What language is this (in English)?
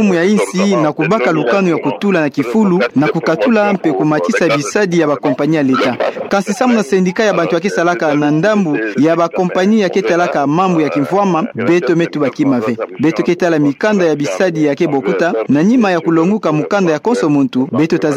Kituba (Democratic Republic of Congo)